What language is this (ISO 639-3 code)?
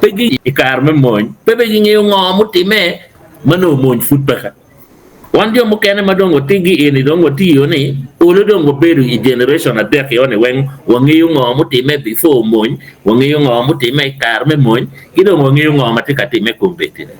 ach